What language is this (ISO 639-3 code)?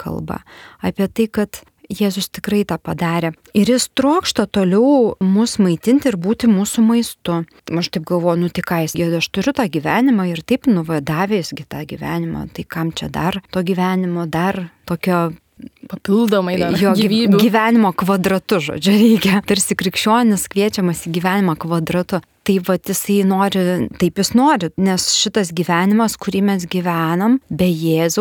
lit